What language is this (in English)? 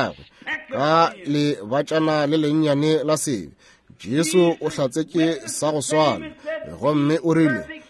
Northern Sotho